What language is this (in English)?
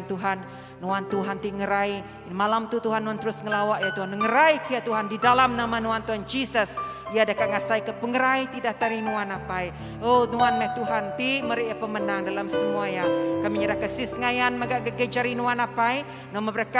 Iban